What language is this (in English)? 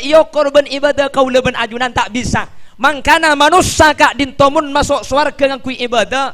Madurese